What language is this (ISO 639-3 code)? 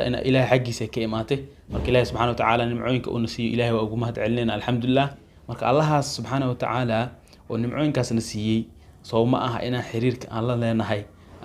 som